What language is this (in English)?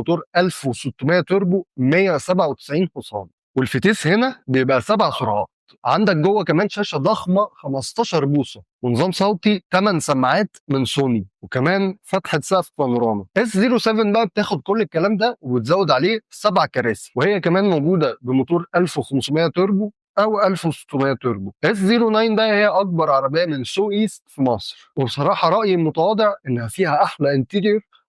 Egyptian Arabic